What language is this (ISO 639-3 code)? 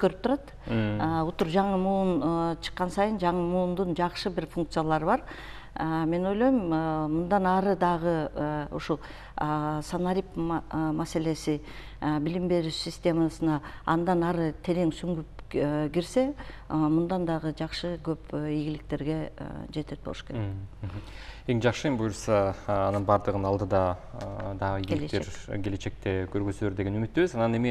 kir